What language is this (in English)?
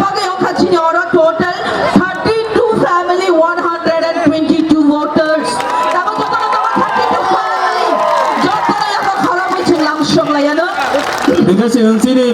Kok Borok